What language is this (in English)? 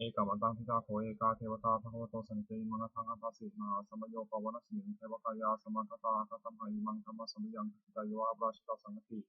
Pali